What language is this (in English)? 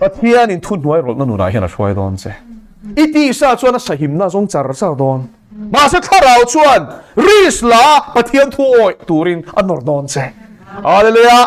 Mizo